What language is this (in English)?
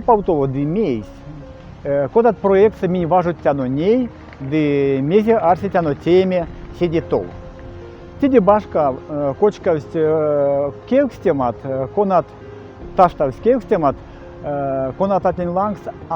Erzya